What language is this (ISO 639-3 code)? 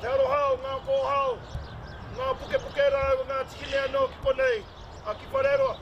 mri